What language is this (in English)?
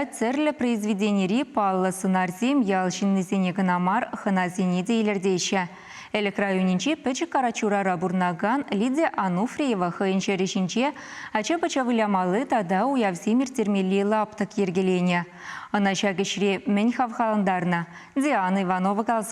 Chuvash